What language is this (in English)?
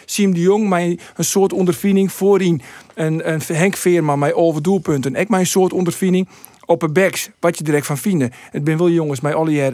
Western Frisian